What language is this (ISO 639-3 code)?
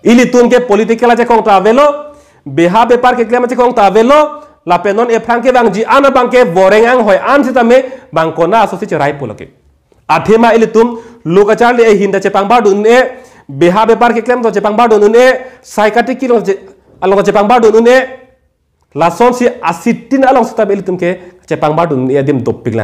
mjw